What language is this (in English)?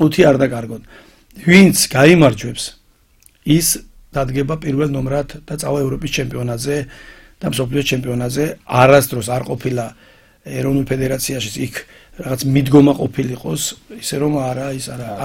Georgian